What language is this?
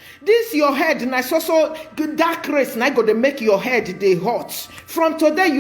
Nigerian Pidgin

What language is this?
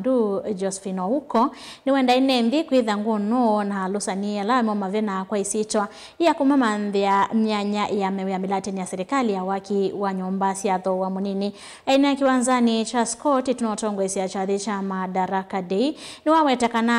Kamba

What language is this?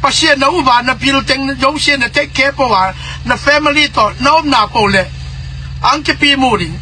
Tedim Chin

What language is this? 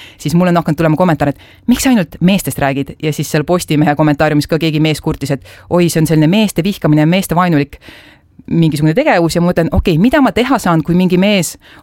Estonian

